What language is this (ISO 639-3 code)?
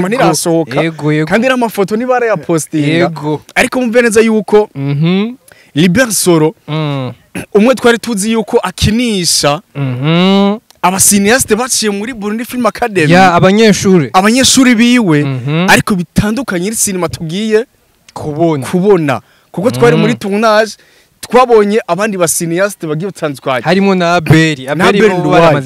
run